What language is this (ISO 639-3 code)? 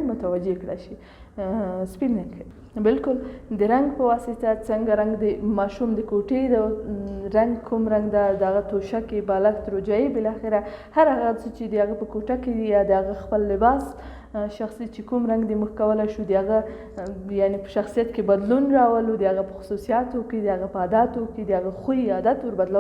pus